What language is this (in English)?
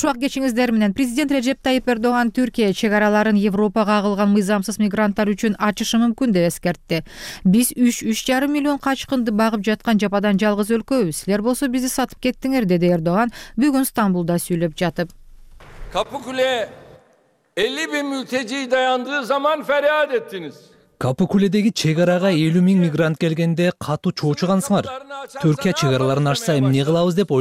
Kyrgyz